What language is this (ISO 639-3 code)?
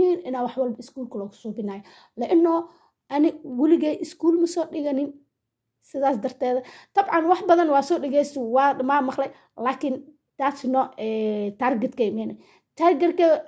som